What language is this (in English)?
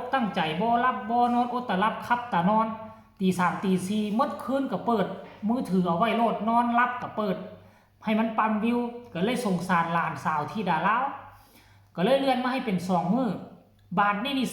Northeastern Thai